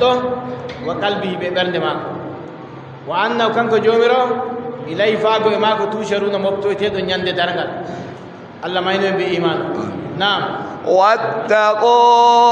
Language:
Adamawa Fulfulde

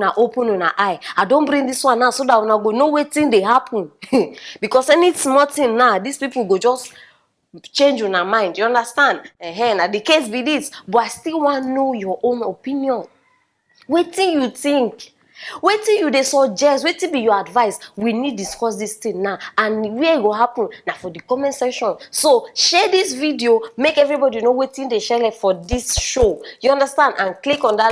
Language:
Nigerian Pidgin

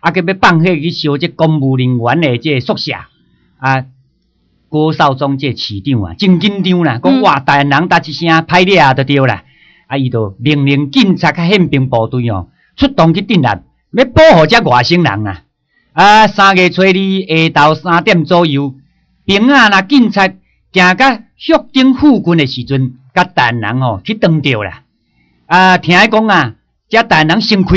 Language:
Min Nan Chinese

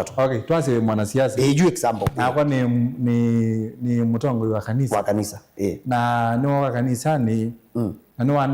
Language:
Kamba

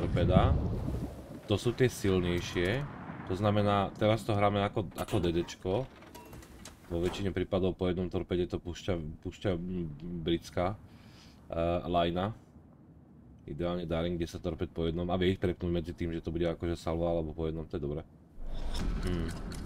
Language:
Slovak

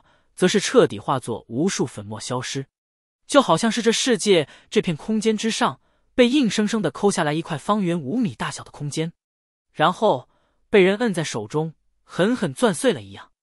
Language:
Chinese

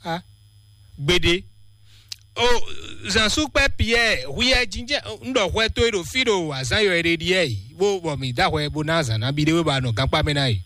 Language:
Fon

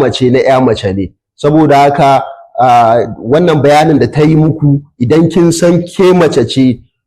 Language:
Hausa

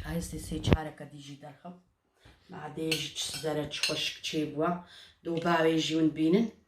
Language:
Kurdish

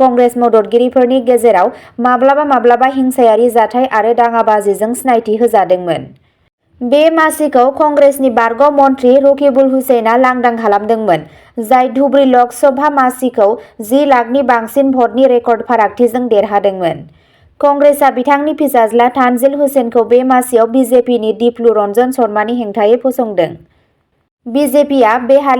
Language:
Bodo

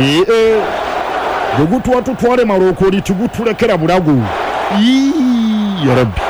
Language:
Ganda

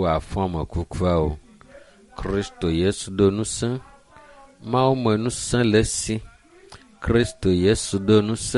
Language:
Ewe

